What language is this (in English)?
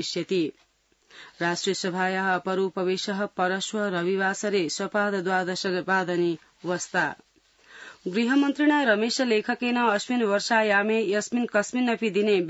Sanskrit